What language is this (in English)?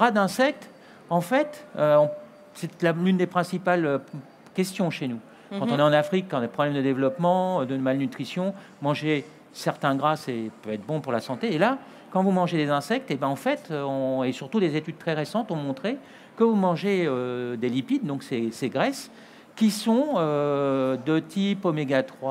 French